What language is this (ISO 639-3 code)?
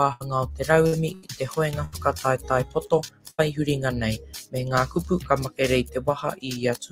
mri